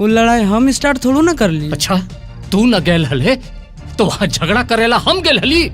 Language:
Magahi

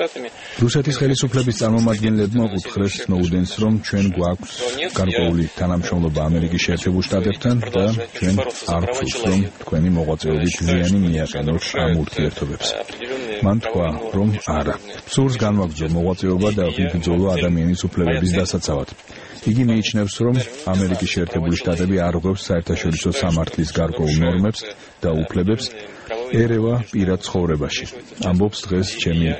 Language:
Georgian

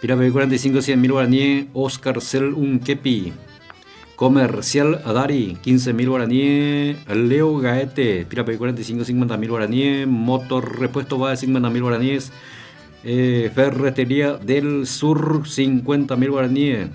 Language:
Guarani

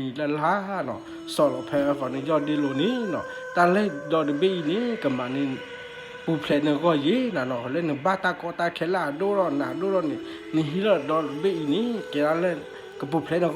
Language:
S'gaw Karen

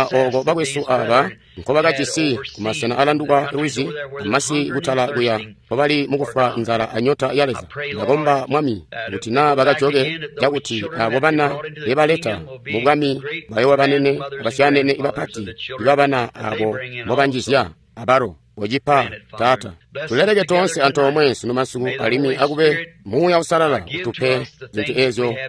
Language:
Tonga (Zambia)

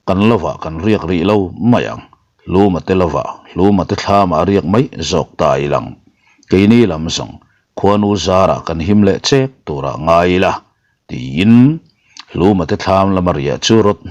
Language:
Mizo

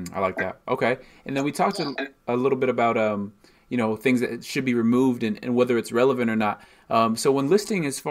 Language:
English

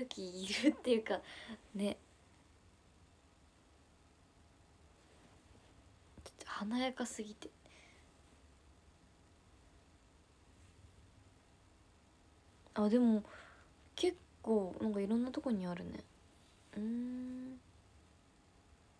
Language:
Japanese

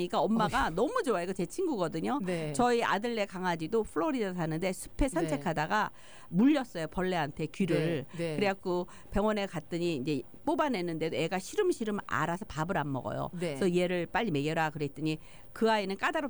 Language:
Korean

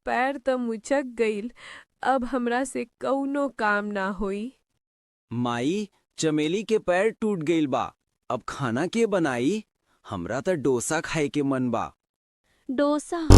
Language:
Bhojpuri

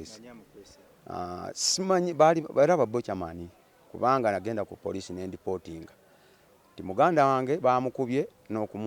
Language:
Ganda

